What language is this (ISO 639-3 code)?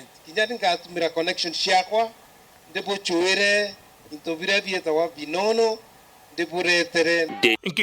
mer